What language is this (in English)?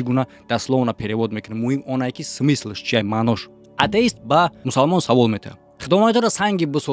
Tajik